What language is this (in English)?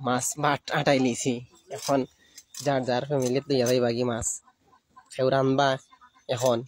Sylheti